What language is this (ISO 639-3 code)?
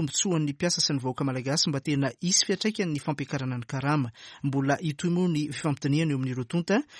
mlg